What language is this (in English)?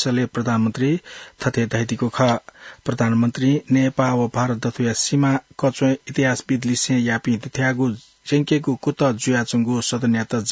Newari